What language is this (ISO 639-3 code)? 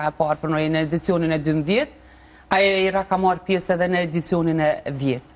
sqi